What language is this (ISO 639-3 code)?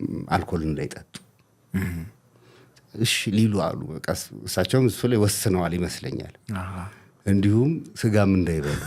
amh